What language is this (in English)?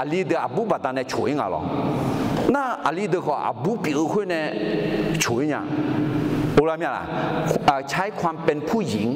Akha